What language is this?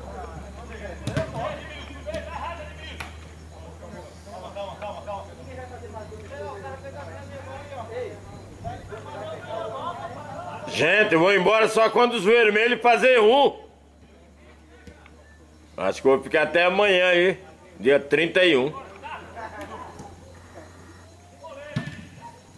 Portuguese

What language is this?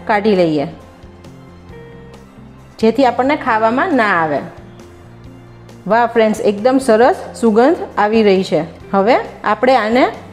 Gujarati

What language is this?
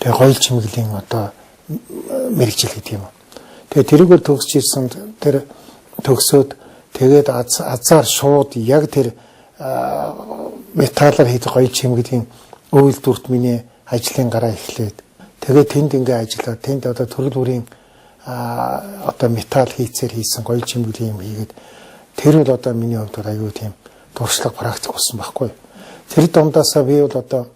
Mongolian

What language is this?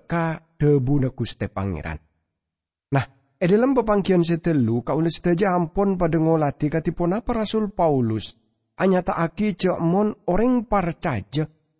Madurese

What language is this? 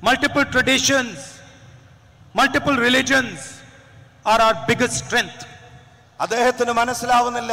Malayalam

